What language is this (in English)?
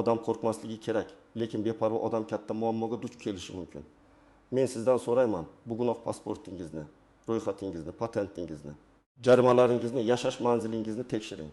Uzbek